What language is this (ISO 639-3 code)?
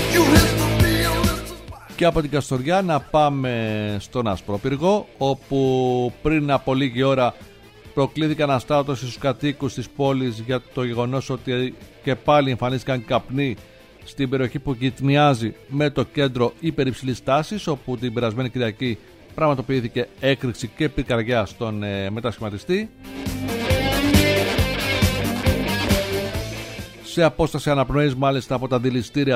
ell